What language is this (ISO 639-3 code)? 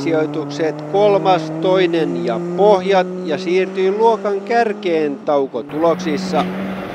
fin